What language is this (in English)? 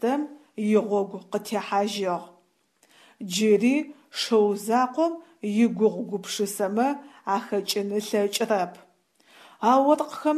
Adyghe